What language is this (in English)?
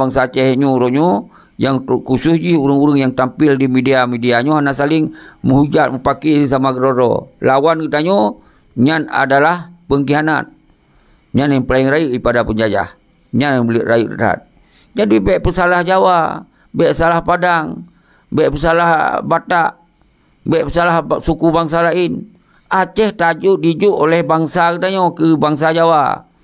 Achinese